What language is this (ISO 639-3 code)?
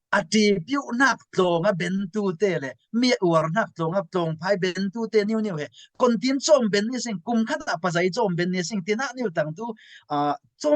cfm